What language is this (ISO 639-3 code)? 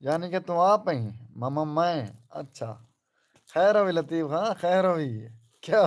skr